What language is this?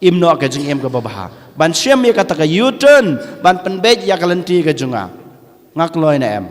Khasi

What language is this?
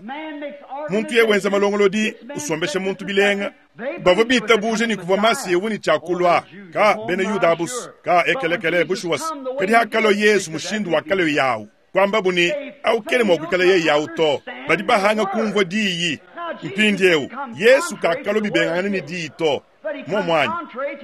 Luba-Lulua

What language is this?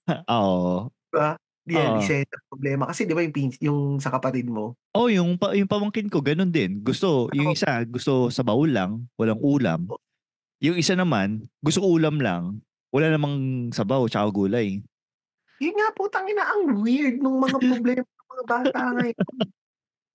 Filipino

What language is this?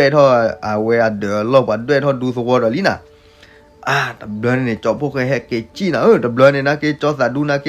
S'gaw Karen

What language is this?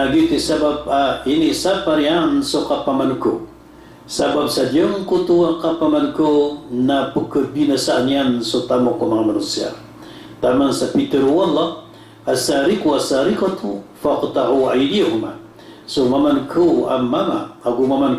Maranao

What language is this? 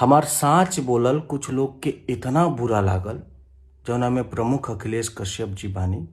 Bhojpuri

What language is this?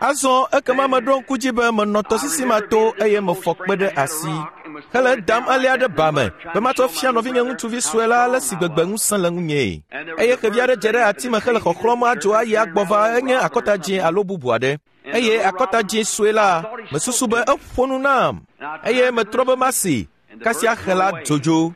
Ewe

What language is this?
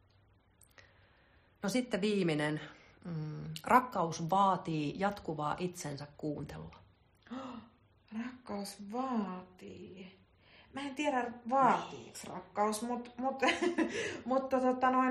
Finnish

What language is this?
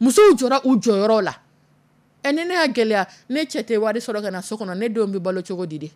Dyula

